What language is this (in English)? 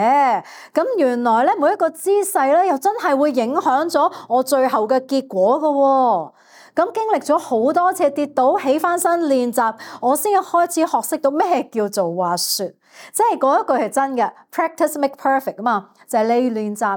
Cantonese